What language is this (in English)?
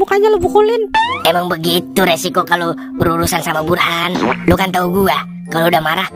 Betawi